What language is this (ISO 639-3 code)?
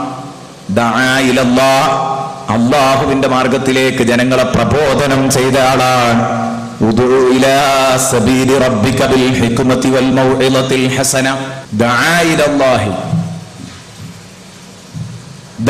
mal